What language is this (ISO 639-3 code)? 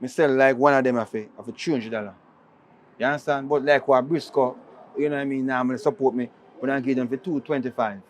jam